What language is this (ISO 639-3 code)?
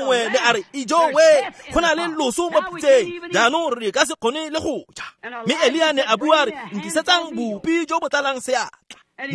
tsn